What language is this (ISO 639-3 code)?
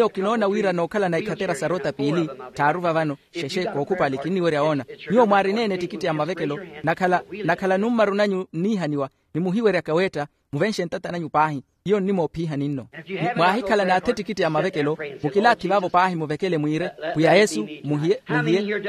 vmw